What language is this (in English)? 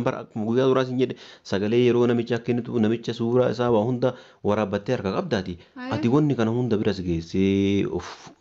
Oromo